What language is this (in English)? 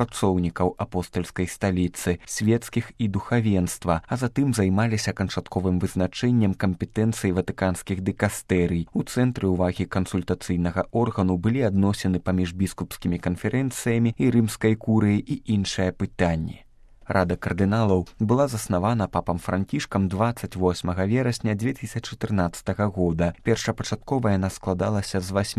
Belarusian